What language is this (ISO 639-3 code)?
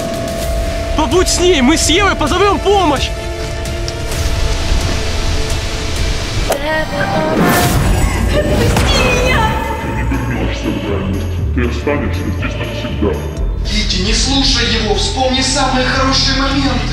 rus